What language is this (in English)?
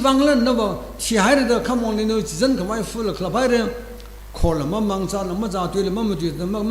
Tangkhul Naga (India)